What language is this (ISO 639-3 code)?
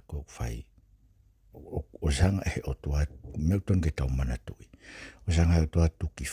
ton